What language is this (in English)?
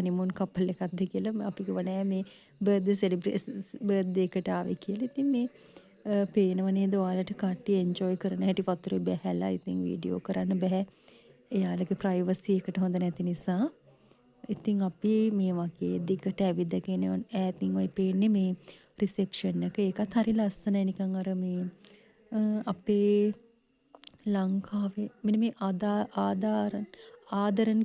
Sinhala